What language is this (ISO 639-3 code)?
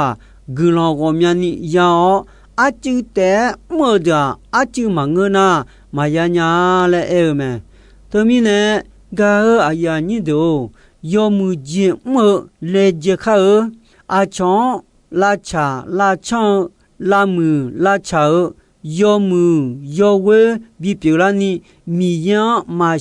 ahk